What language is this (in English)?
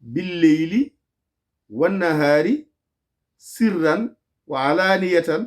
Fula